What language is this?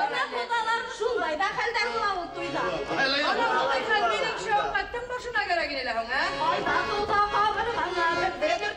Bashkir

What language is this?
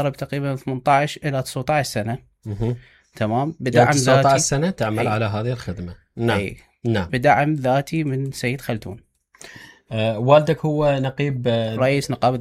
Mesopotamian Arabic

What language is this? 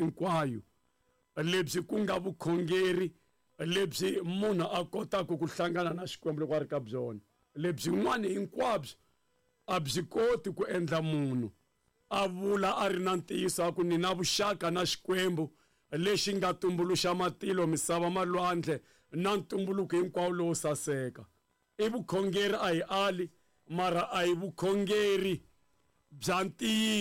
Tsonga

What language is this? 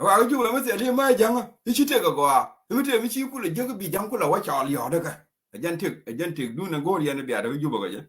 Nuer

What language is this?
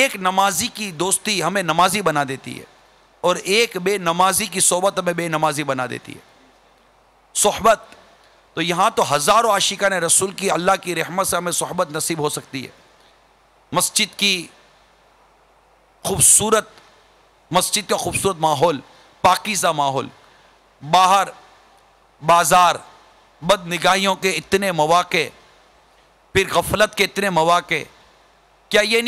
Urdu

